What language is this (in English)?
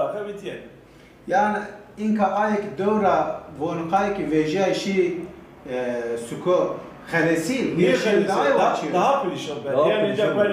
Zaza